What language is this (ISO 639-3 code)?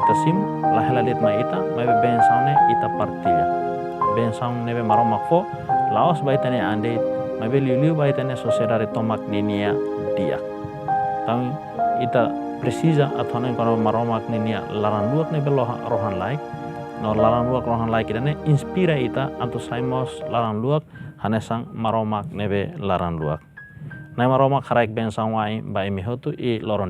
tet